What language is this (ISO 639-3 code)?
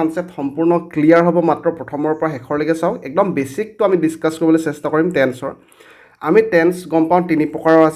asm